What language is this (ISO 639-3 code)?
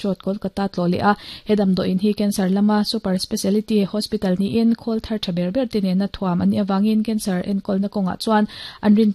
lus